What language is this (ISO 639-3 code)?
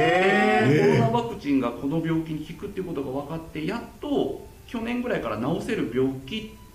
jpn